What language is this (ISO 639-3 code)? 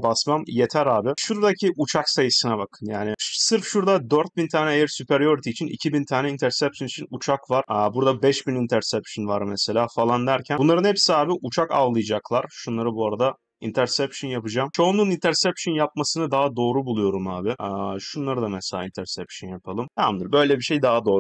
tur